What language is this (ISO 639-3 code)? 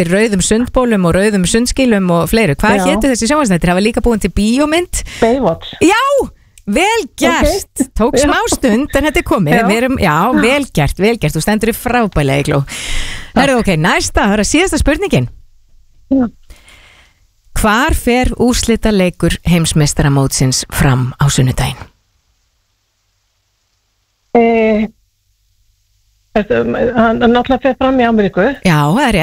isl